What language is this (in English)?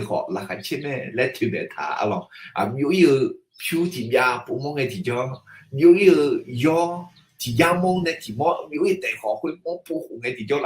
Akha